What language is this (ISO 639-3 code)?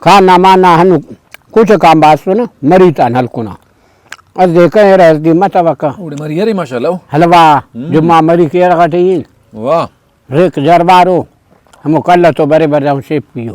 brh